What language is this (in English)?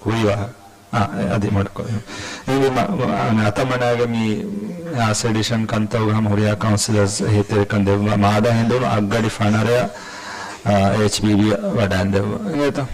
Divehi